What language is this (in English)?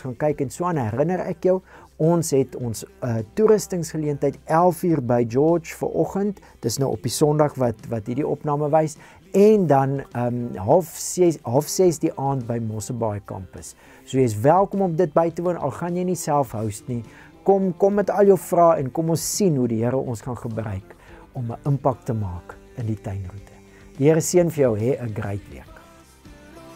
Afrikaans